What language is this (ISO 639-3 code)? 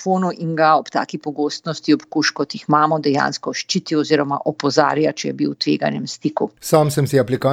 slv